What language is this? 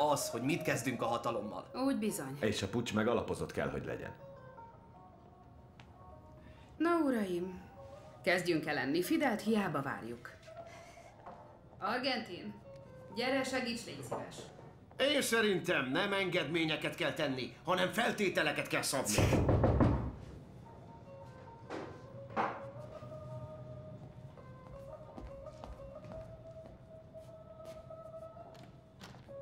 Hungarian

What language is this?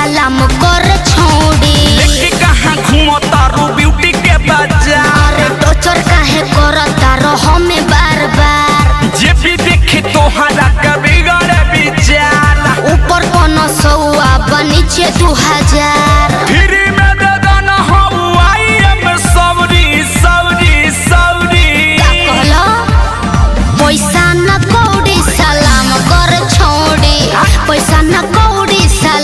Bhojpuri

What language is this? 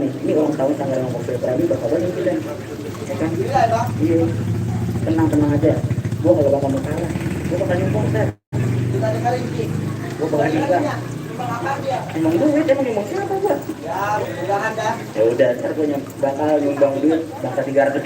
Betawi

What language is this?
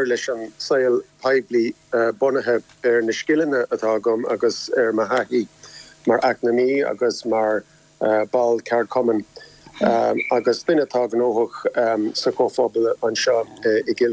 Irish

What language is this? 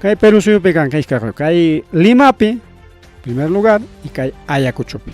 Ayacucho Quechua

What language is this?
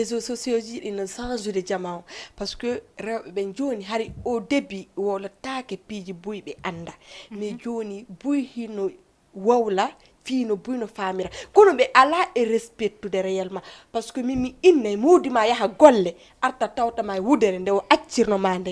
Fula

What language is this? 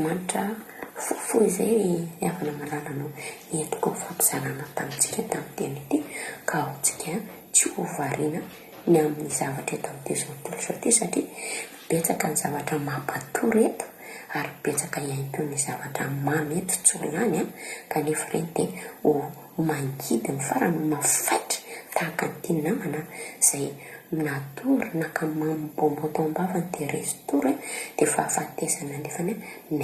Malagasy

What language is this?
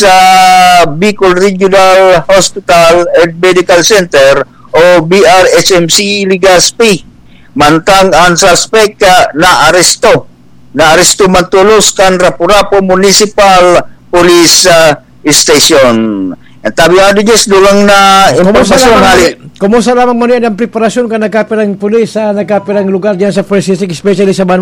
Bikol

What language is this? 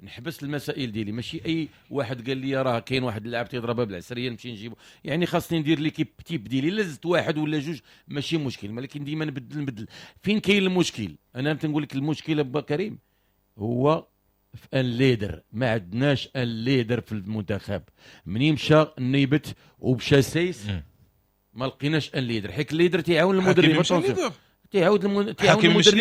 Moroccan Arabic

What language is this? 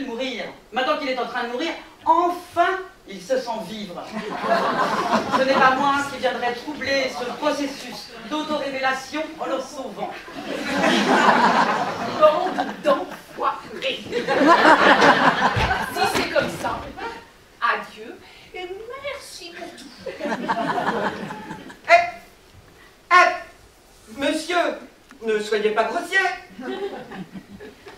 French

